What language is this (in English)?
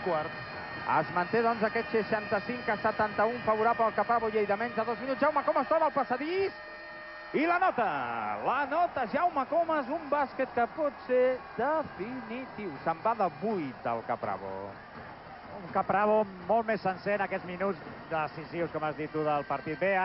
Catalan